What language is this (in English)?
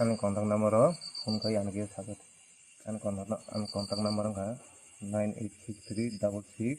Kok Borok